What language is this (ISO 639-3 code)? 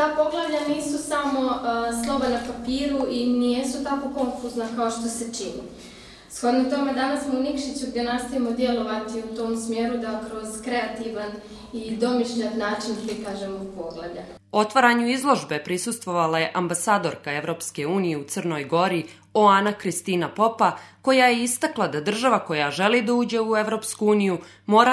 srp